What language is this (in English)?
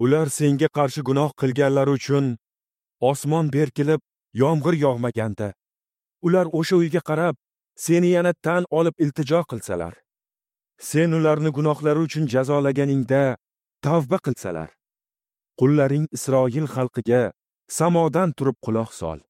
Uzbek